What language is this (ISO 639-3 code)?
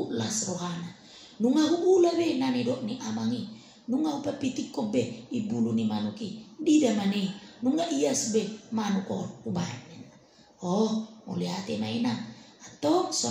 bbc